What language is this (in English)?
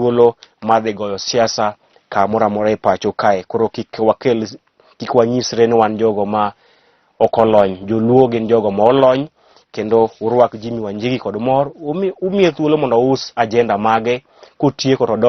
Luo (Kenya and Tanzania)